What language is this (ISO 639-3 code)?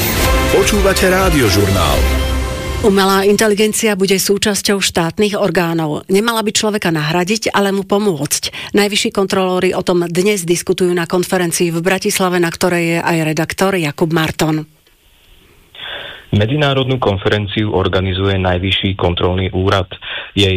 slk